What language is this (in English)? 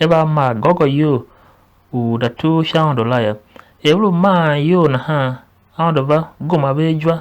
Tiv